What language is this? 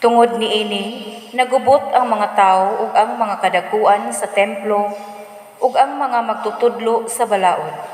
Cebuano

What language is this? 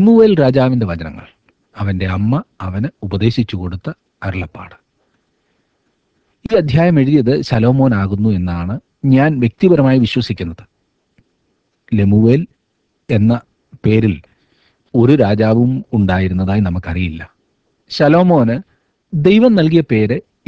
Malayalam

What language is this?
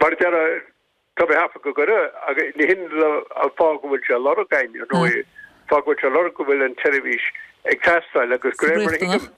Irish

